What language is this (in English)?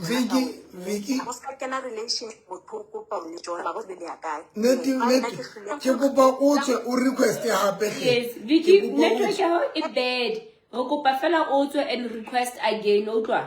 Southern Sotho